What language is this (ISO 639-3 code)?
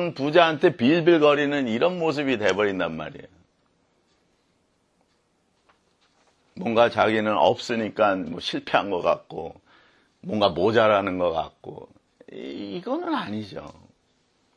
kor